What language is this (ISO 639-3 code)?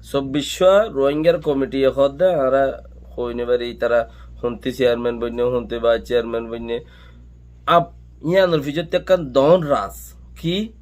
rhg